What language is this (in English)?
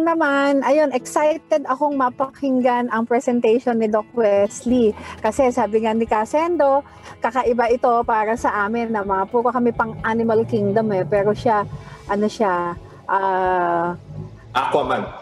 Filipino